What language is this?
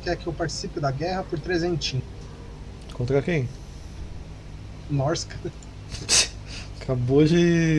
Portuguese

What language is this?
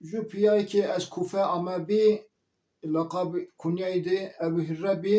Zaza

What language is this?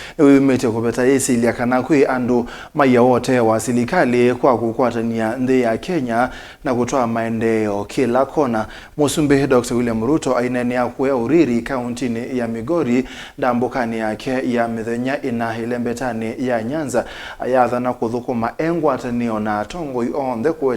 Kamba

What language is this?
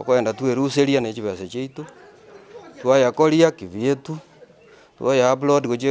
Gusii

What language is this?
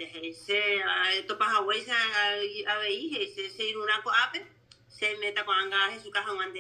Guarani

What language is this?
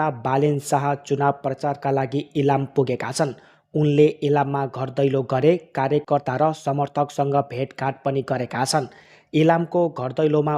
Nepali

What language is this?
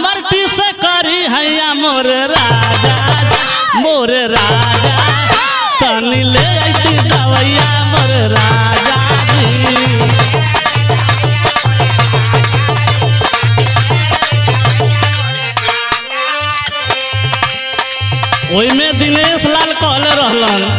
Bhojpuri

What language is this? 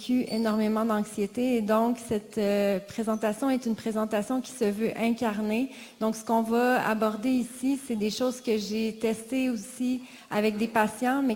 French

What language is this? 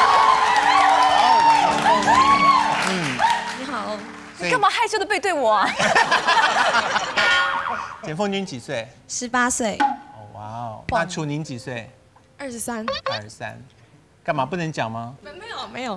Chinese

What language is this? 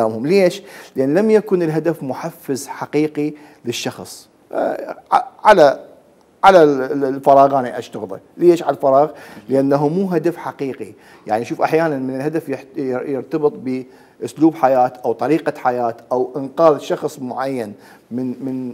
Mesopotamian Arabic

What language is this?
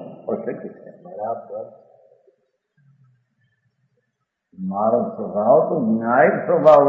Gujarati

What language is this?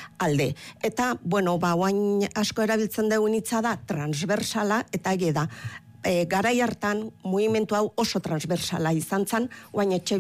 Basque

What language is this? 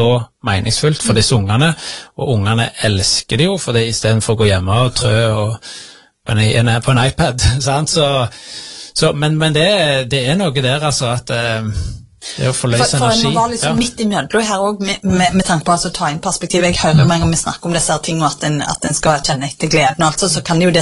Norwegian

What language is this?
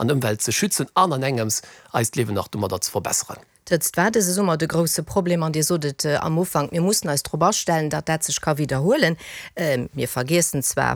Luxembourgish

